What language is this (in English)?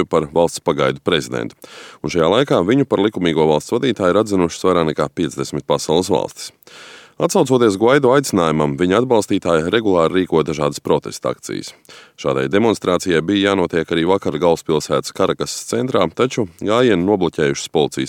Latvian